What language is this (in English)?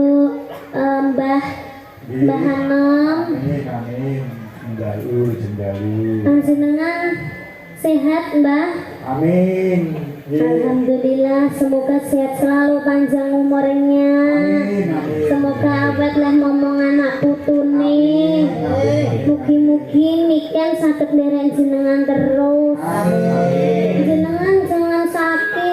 Javanese